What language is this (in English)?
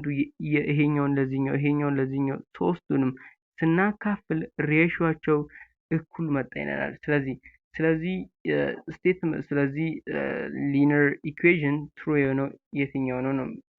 Amharic